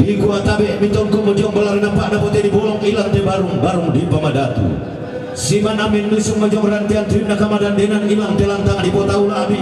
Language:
Toraja-Sa'dan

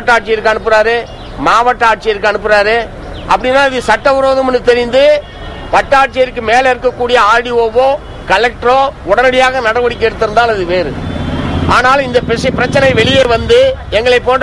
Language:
Tamil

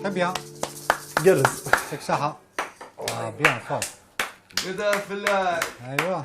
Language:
Kabyle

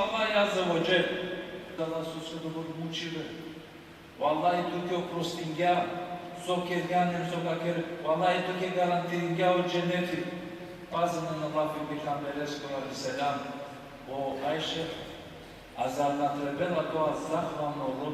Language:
Balkan Romani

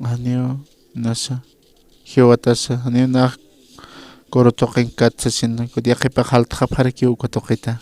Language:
Aymara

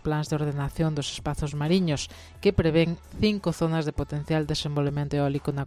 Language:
Galician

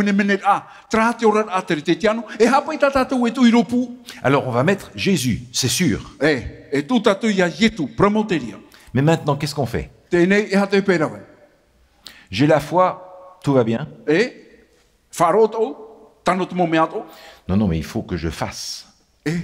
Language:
Tahitian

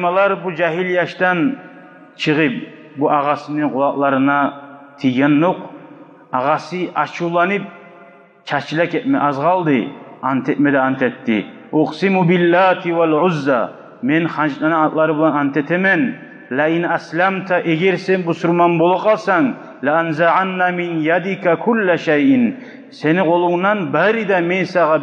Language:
Kumyk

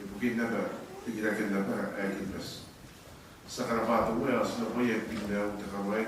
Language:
Gilbertese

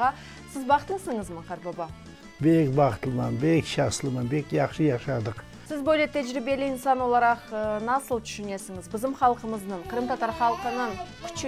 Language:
Crimean Tatar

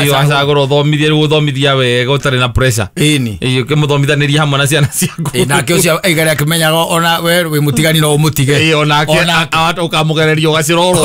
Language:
Kikuyu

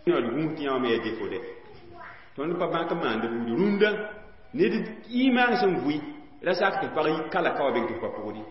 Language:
Mossi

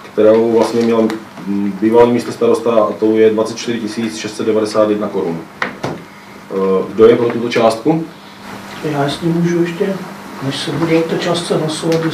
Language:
Czech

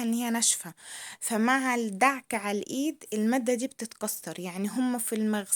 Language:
Egyptian Arabic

